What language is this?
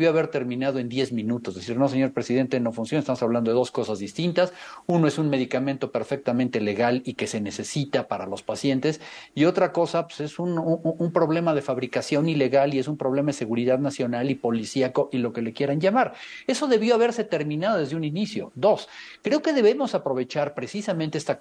Spanish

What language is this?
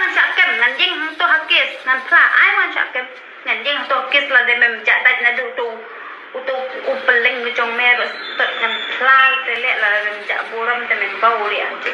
Khasi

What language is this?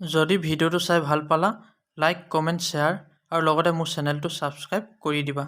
Assamese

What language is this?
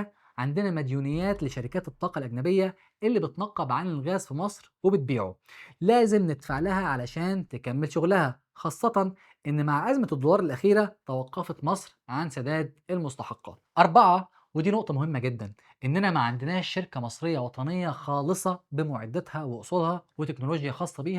Egyptian Arabic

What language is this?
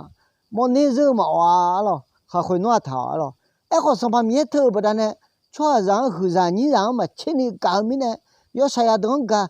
Akha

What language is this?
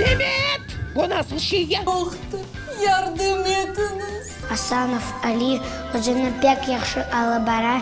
Crimean Tatar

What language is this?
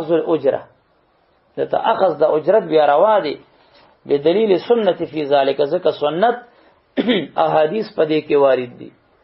Pashto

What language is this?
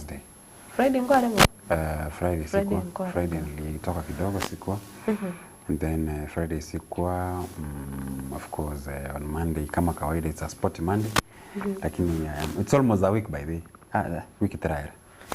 Gusii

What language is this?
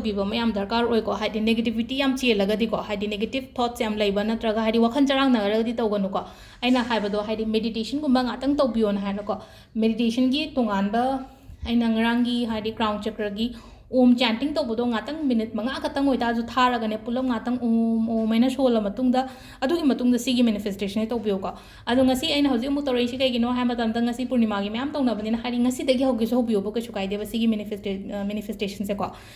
Manipuri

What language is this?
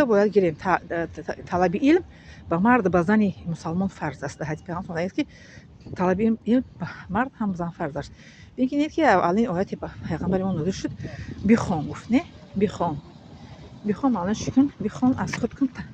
Tajik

